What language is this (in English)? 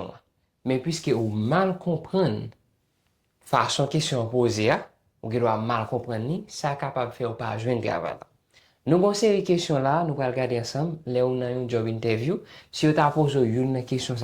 Haitian Creole